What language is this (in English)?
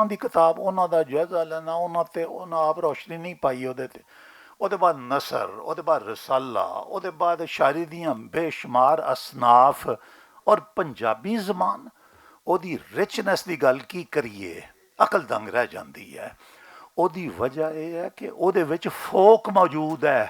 Western Panjabi